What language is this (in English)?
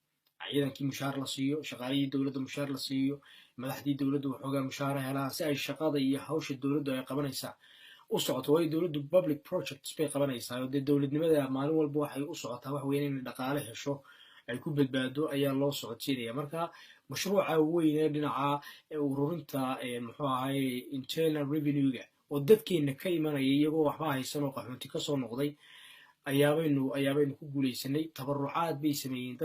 Somali